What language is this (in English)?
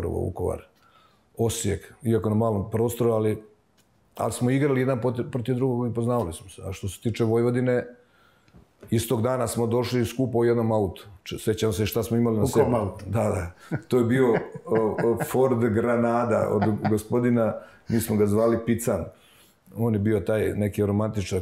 Serbian